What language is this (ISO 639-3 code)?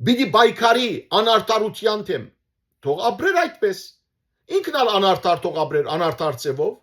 hyw